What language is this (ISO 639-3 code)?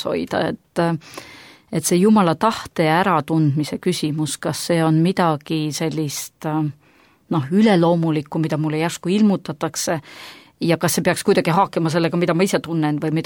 est